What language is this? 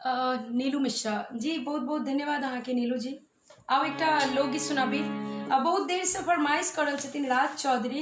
Maithili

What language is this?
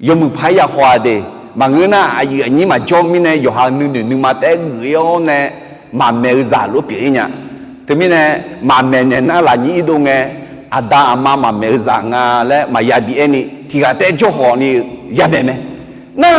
Akha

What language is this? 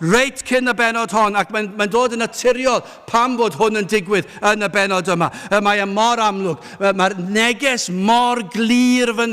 Welsh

